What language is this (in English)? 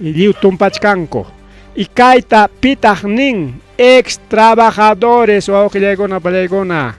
Ayacucho Quechua